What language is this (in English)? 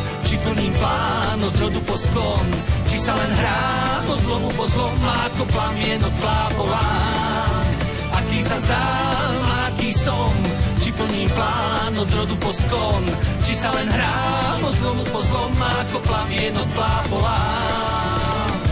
Slovak